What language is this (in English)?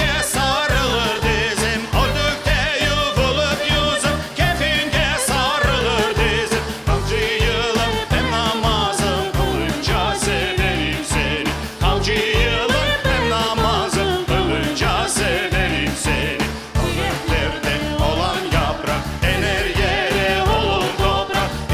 Crimean Tatar